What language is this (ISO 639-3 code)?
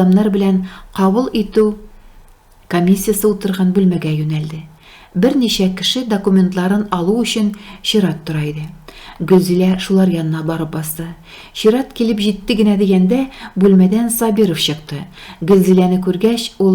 tat